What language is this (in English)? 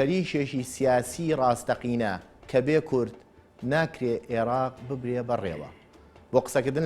Central Kurdish